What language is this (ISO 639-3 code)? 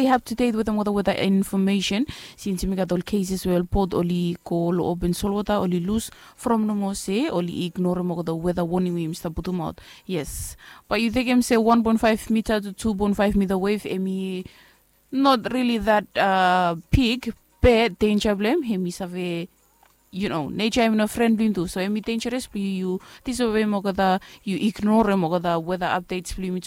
bis